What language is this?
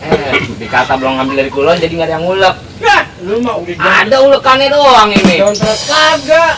Betawi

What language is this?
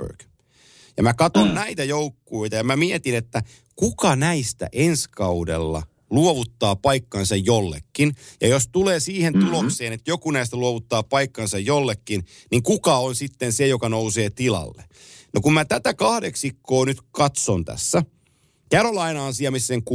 Finnish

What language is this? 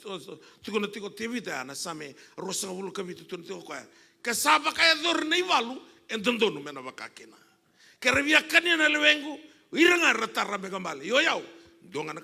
Fijian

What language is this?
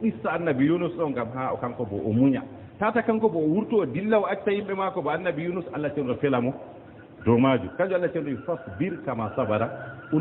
Fula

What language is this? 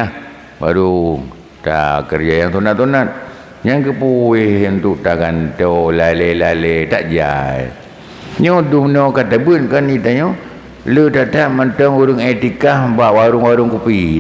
Achinese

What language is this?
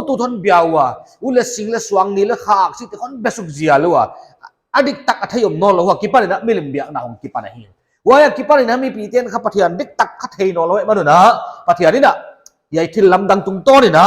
Paite Chin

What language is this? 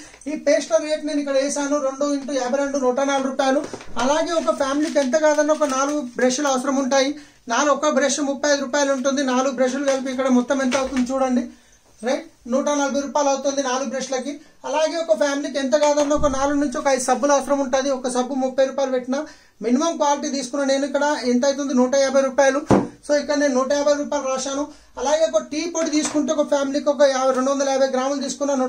Telugu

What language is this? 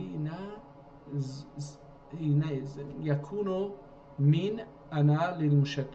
South Azerbaijani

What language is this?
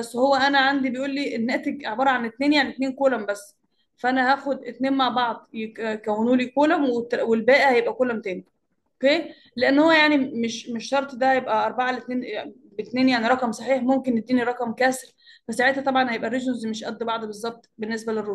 Egyptian Arabic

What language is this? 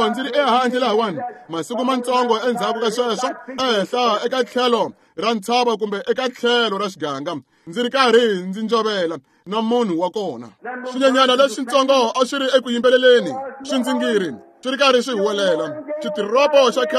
Tsonga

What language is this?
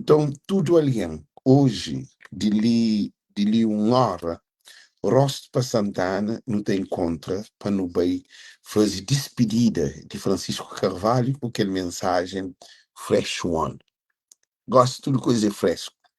Kabuverdianu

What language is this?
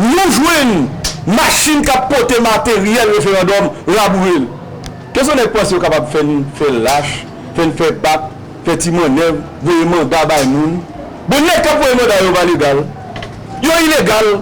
Haitian Creole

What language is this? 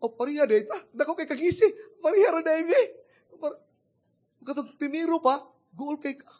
Cebuano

